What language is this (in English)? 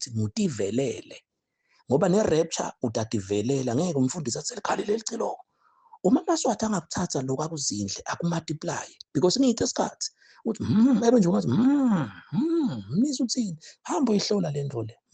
Zulu